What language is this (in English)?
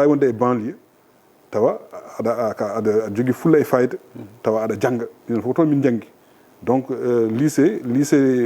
Fula